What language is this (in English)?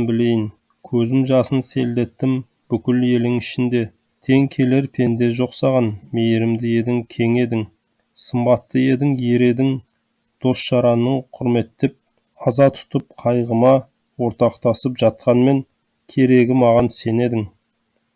Kazakh